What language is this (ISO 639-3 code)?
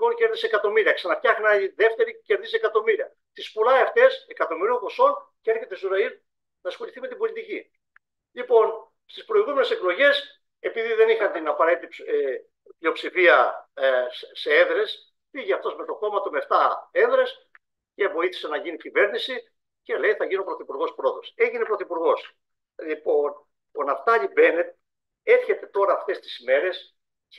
ell